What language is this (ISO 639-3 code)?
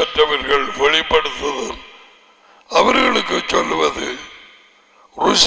tam